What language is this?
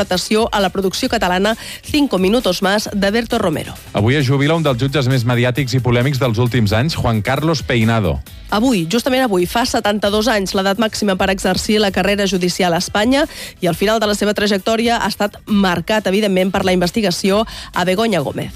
Catalan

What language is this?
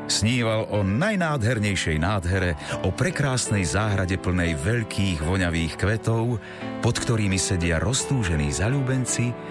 Slovak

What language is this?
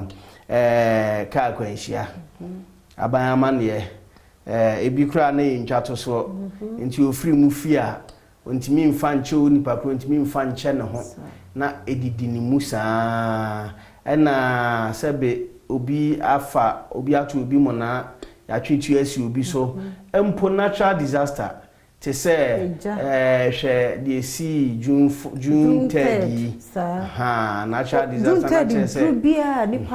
Akan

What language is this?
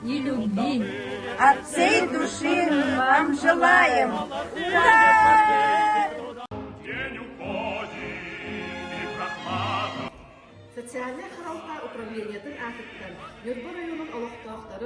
Yakut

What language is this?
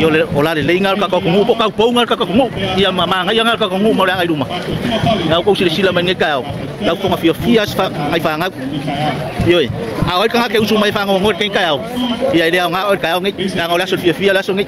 Samoan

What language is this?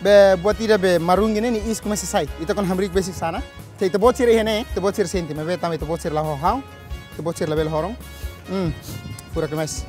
Tetum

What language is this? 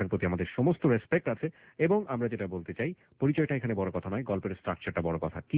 Bangla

